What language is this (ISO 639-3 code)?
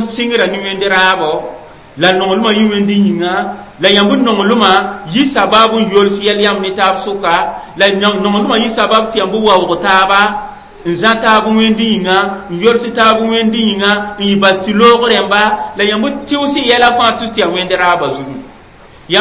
mos